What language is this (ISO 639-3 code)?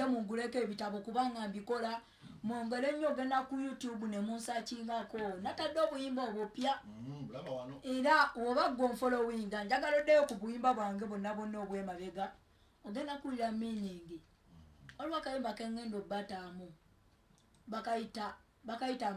lug